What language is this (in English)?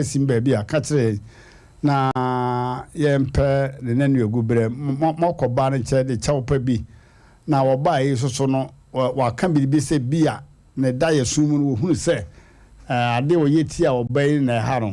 Akan